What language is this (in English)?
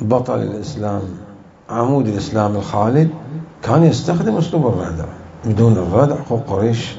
Mesopotamian Arabic